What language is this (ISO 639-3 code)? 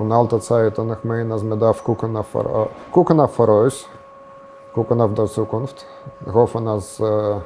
yid